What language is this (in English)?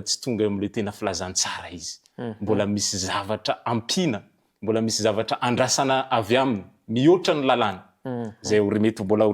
Malagasy